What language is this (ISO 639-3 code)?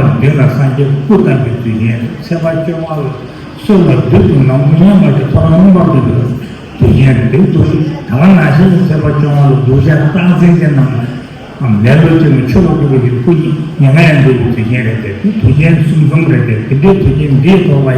bod